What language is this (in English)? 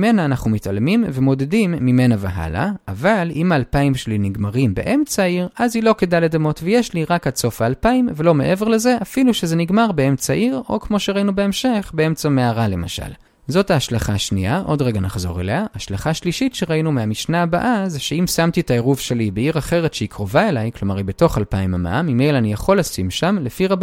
Hebrew